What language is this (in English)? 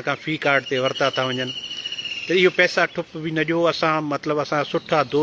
Sindhi